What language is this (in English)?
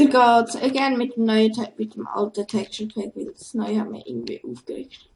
Swiss German